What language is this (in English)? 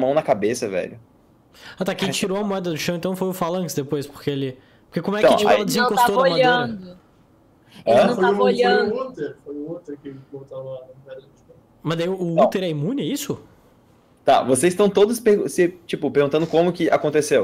Portuguese